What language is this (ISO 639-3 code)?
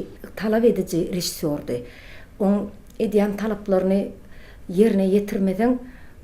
tuk